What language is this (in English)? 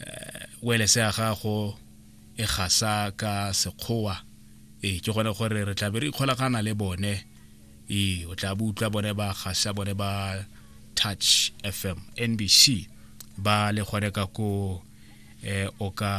Tswana